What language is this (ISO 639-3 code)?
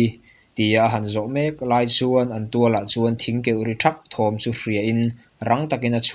lus